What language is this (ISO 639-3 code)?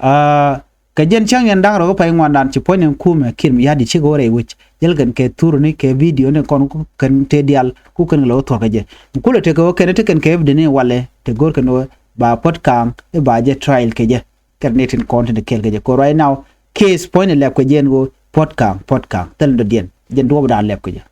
nus